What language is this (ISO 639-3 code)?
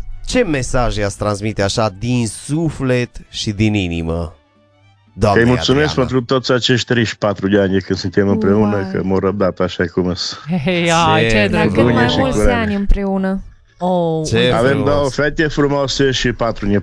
ron